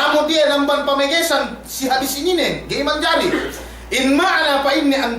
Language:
Yakan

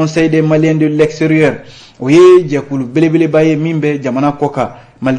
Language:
Bambara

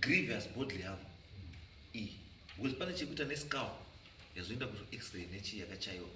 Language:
Shona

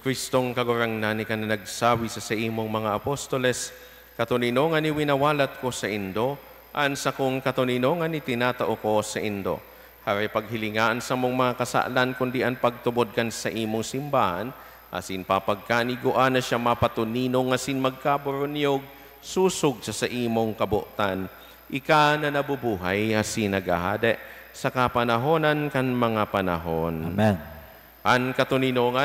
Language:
Bikol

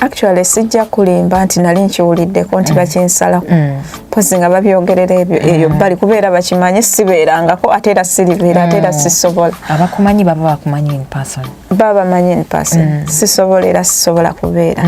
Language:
Ganda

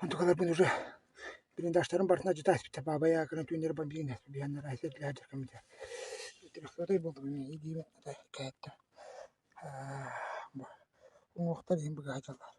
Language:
Yakut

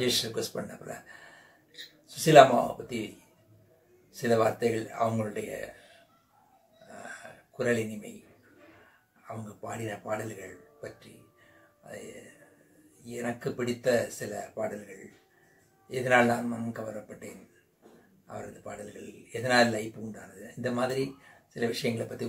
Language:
Tamil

